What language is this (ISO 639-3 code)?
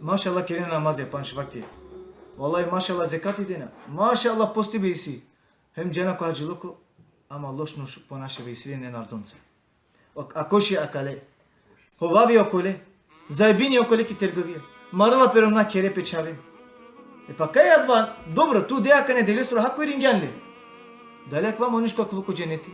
rmn